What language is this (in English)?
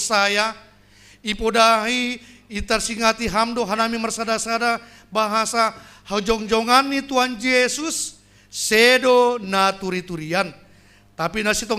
Batak Simalungun